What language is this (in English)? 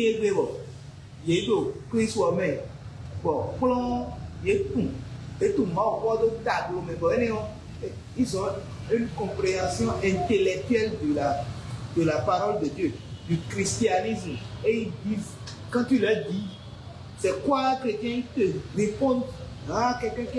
Fon